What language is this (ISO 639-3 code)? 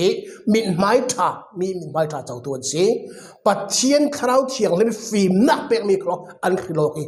cfm